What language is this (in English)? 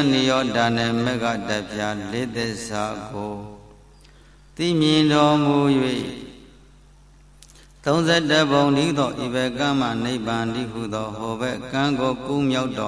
Burmese